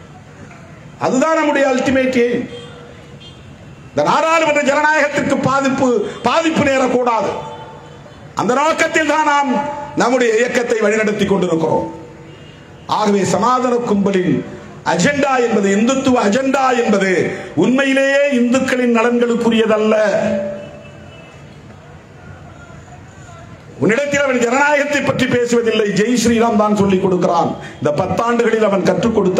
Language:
Tamil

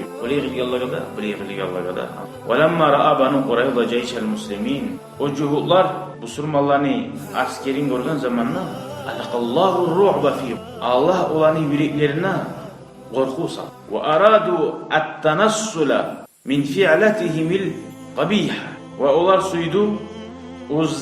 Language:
Kumyk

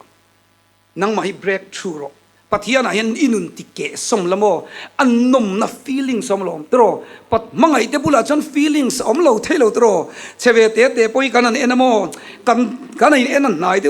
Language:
Mizo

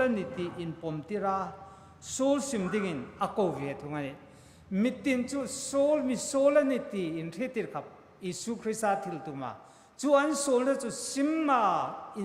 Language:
Hmar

